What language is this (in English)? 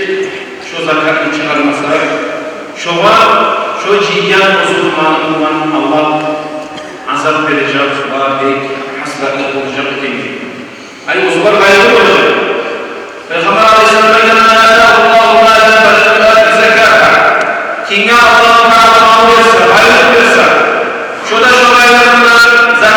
Kumyk